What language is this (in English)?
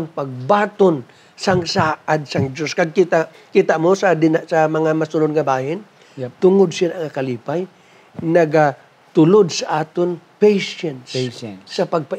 Hiligaynon